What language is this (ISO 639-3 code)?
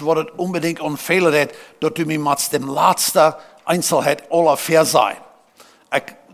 pdt